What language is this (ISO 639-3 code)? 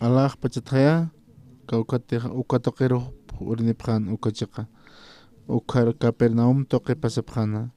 aym